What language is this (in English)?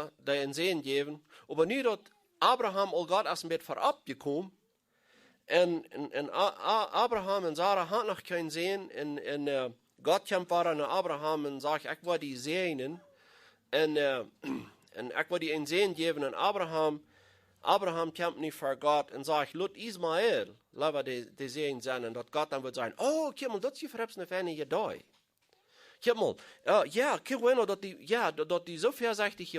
Plautdietsch